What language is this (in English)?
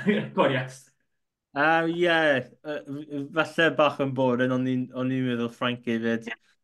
Welsh